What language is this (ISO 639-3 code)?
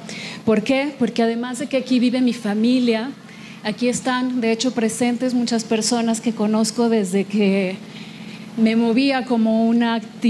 spa